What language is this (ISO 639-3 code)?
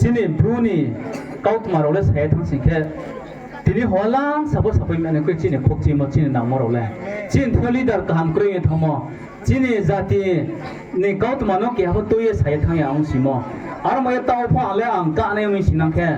ria